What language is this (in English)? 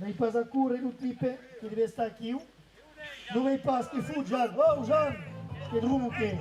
Occitan